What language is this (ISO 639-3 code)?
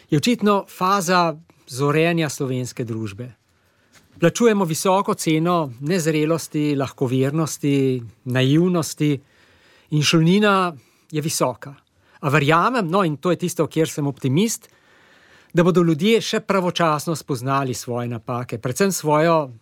slv